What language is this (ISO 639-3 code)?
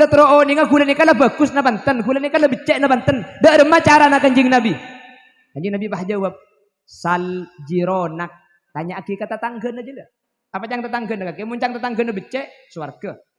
mad